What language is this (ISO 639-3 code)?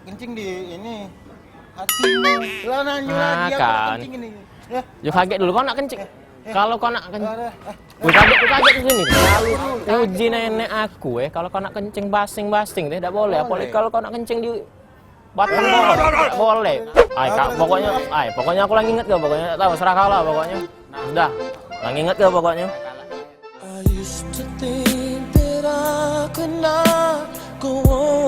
mui